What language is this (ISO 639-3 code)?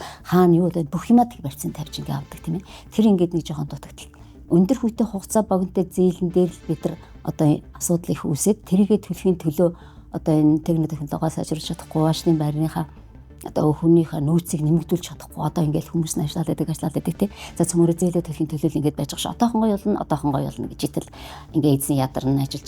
mon